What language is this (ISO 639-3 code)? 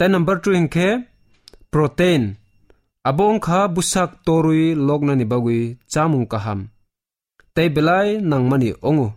trp